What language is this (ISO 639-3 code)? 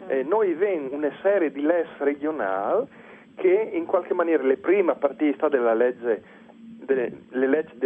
fur